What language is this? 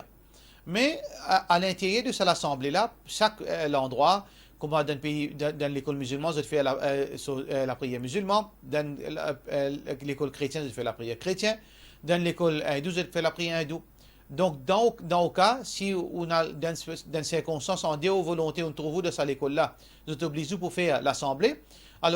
Morisyen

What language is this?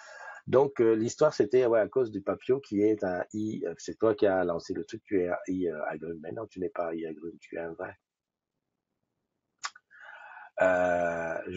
French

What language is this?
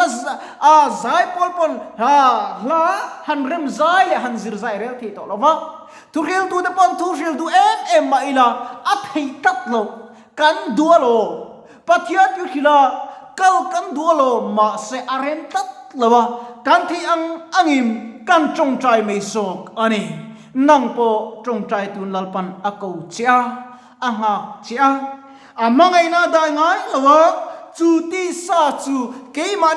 Mizo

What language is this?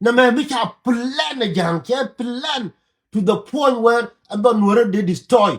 Nuer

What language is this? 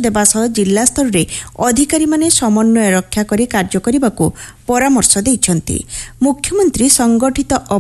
Odia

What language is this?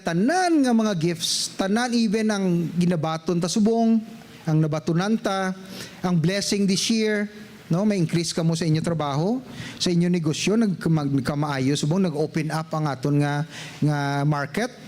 Hiligaynon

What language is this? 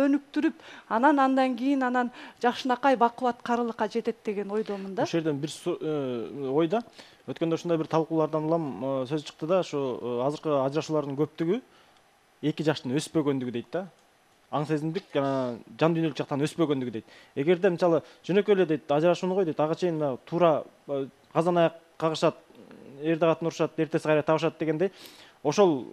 Kyrgyz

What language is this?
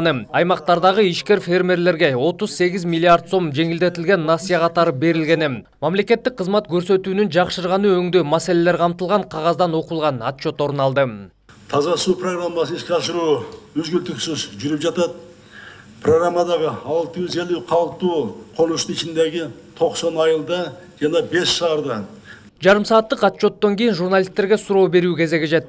Kyrgyz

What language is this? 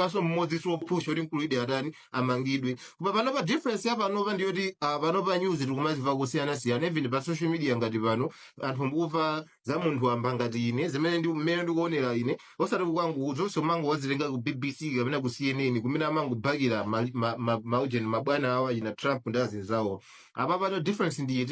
Nyanja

